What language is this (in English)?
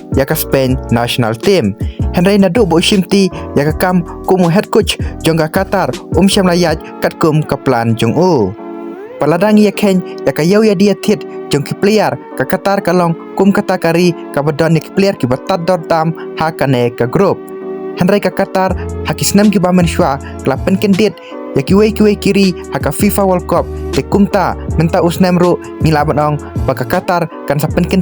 Khasi